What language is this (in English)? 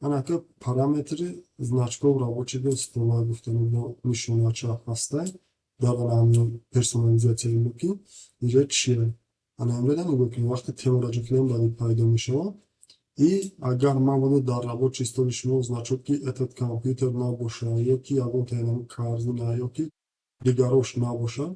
Tajik